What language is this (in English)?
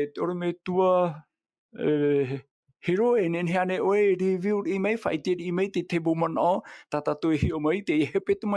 Tahitian